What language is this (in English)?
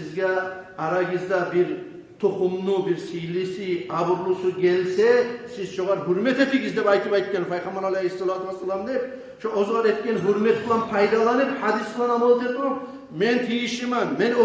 Kumyk